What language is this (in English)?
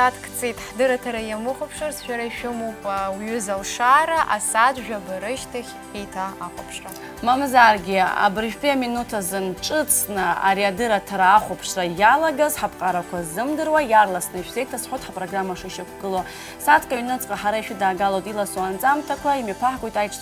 Abkhazian